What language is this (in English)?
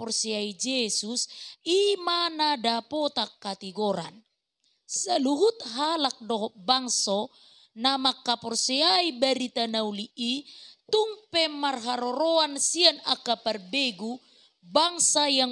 Batak Toba